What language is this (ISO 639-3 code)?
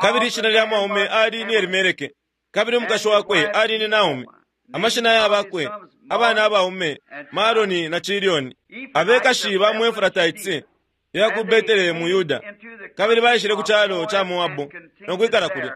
bem